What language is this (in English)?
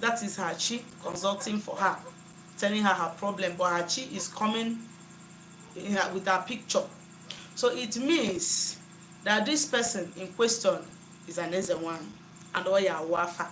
Igbo